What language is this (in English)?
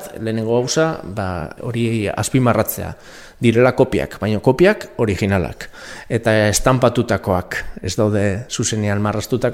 Basque